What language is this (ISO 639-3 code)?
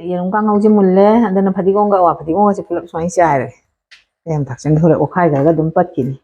mni